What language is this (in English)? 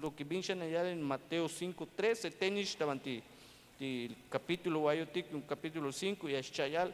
Tzeltal